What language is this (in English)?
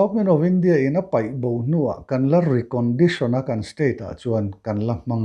Mizo